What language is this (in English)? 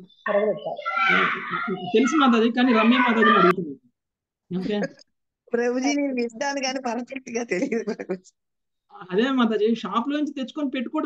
Telugu